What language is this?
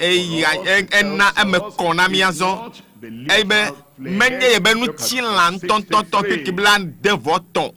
Ewe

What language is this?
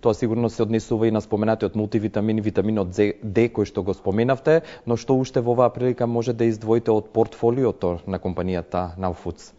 Macedonian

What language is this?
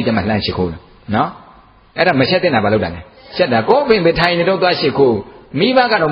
Burmese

